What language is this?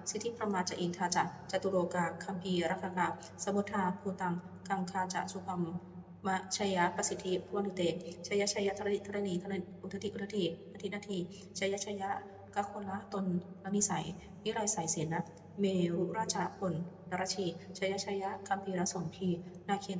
Pali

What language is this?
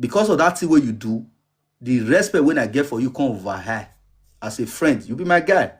Nigerian Pidgin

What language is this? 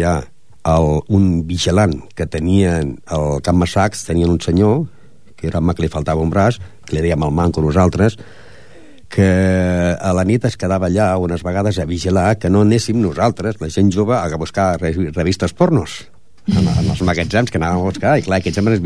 Catalan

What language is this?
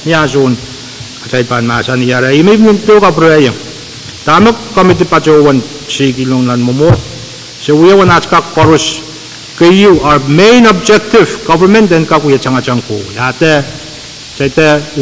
Pohnpeian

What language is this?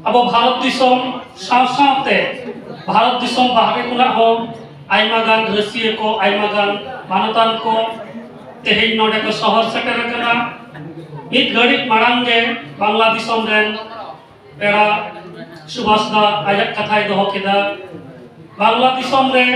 Santali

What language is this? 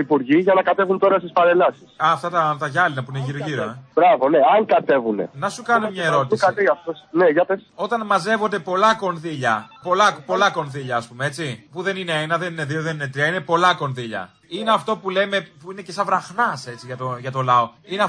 Greek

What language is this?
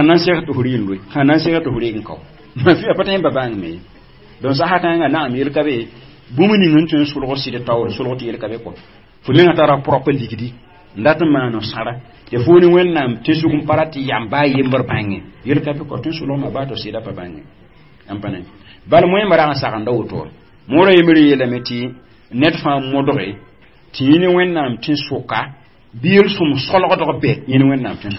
Mossi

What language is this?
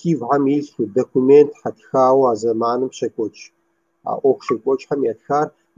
Kabardian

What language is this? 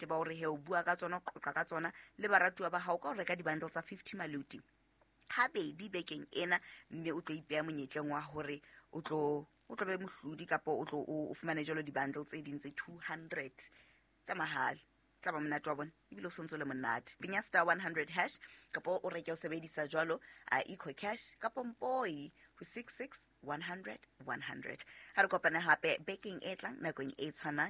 Southern Sotho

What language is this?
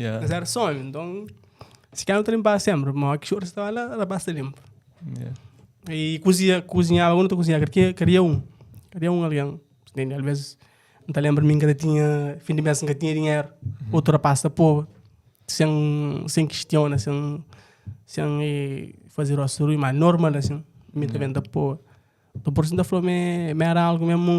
Kabuverdianu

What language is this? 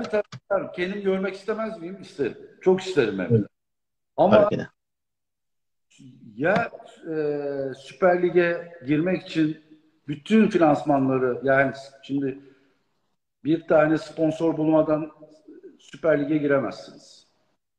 Turkish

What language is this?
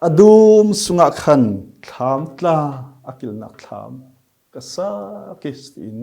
Falam Chin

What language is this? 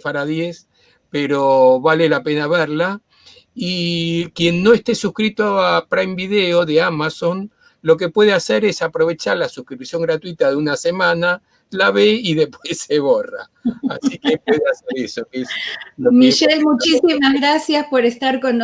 Ladino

